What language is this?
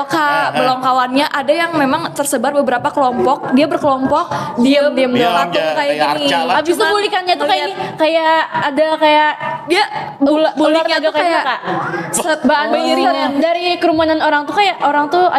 Banjar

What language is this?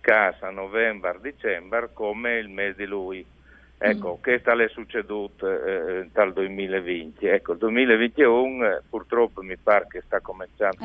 Friulian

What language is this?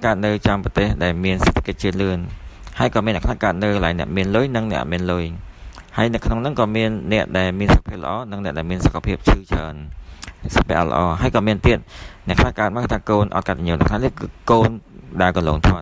Khmer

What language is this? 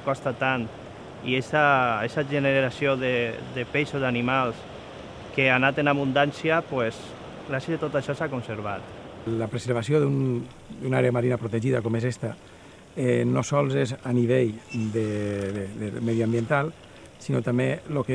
Catalan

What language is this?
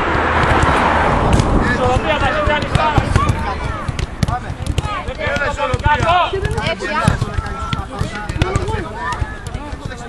Greek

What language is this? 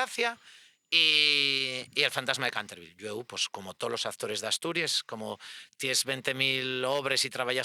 Asturian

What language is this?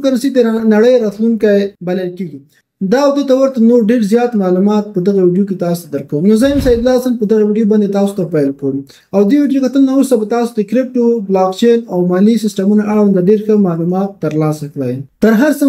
Pashto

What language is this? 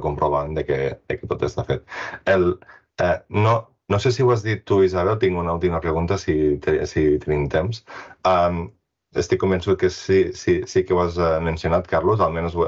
Catalan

